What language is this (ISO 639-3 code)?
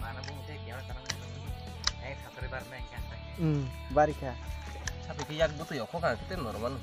trp